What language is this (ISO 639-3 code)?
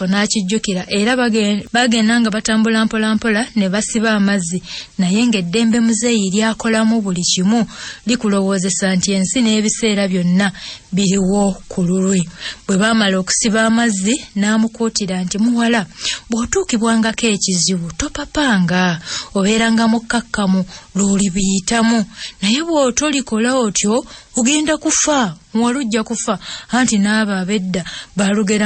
lug